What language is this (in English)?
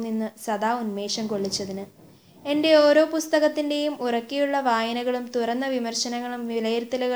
Malayalam